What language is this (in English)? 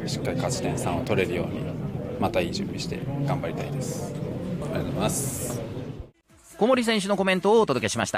Japanese